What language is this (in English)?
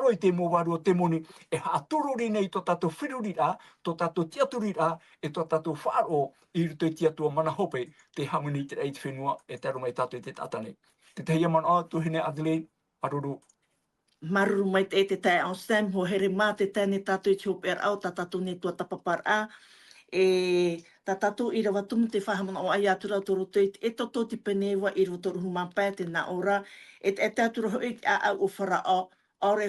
Tahitian